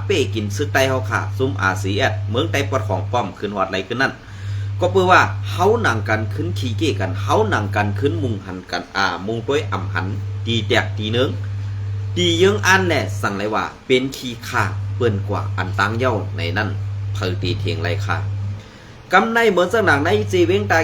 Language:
Shan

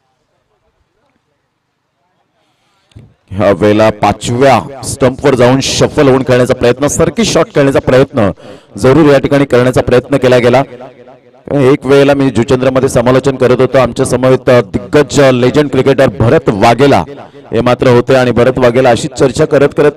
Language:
Marathi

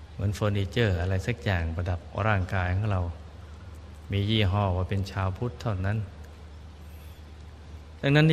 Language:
Thai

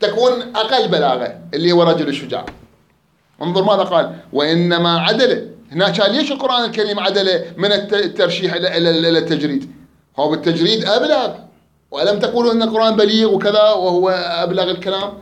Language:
Mesopotamian Arabic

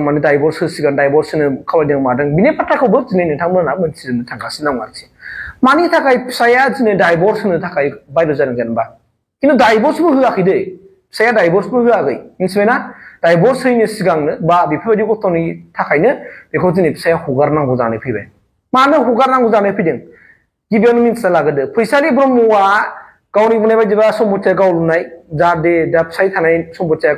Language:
Bodo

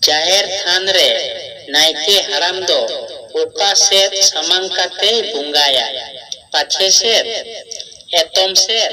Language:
Santali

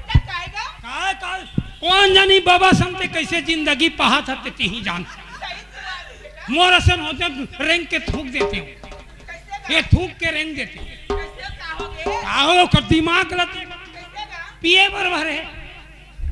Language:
Chhattisgarhi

